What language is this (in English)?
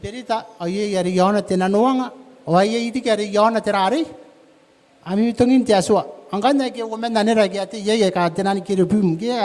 Gilbertese